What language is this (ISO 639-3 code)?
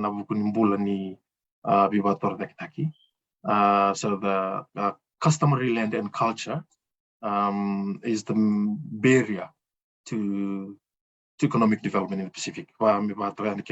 fij